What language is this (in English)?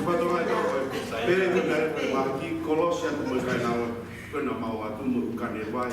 Tongan